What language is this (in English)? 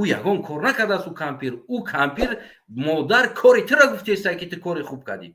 Tajik